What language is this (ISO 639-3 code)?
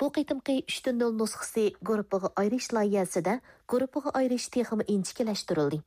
uig